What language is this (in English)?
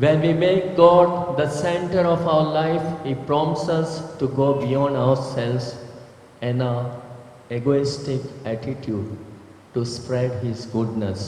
Konkani